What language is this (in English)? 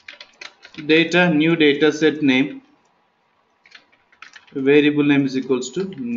English